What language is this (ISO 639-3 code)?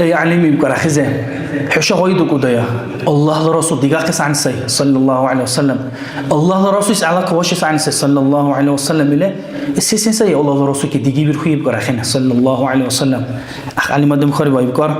dar